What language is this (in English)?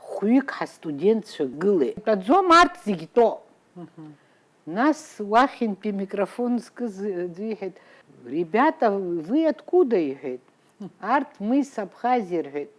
Abkhazian